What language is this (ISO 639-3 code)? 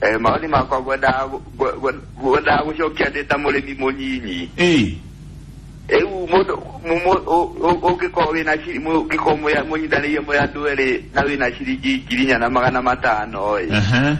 kik